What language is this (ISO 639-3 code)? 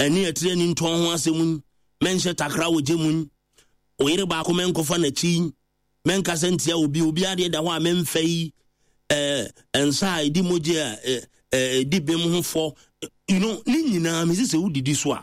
aka